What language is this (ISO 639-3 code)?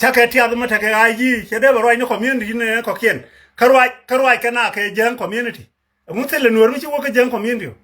nus